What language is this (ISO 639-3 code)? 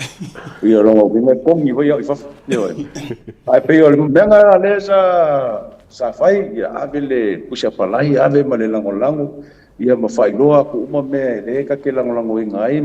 smo